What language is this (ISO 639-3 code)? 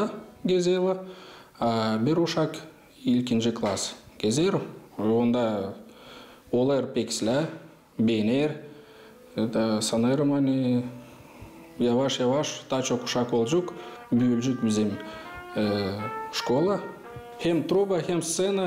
gag